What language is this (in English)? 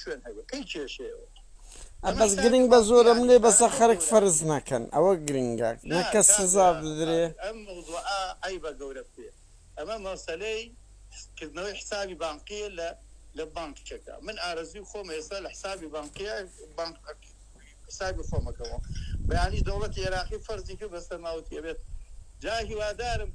Central Kurdish